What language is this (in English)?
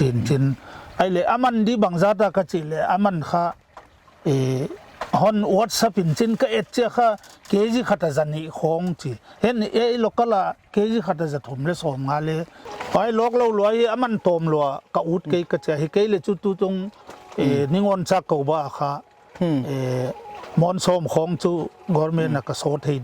Paite Chin